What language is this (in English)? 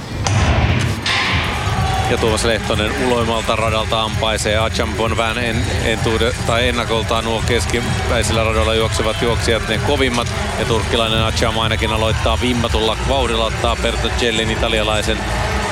Finnish